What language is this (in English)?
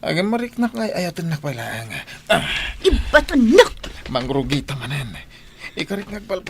Iloko